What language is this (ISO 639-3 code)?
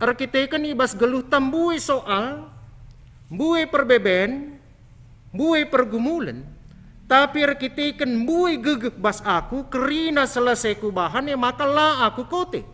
btx